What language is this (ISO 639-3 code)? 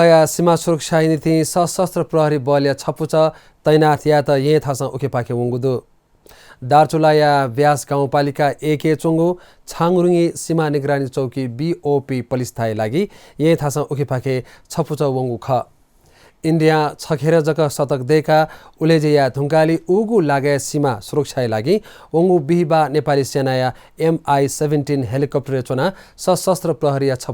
new